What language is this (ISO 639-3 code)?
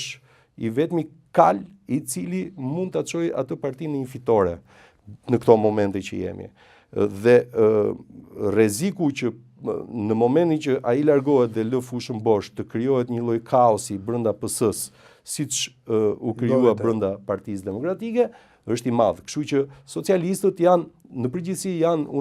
sqi